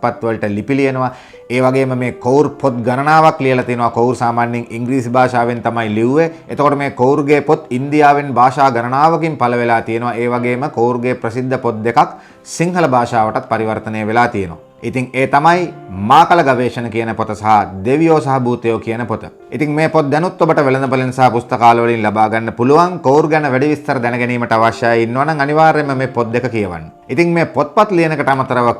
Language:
Sinhala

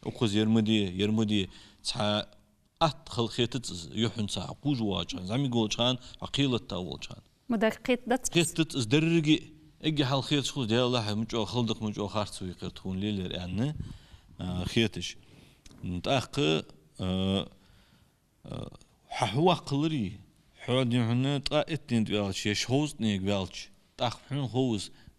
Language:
Ingush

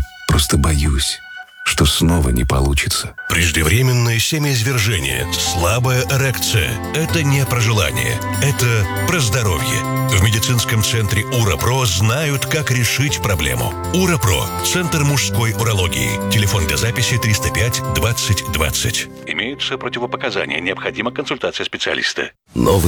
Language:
Russian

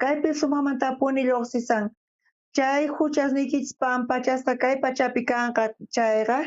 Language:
South Bolivian Quechua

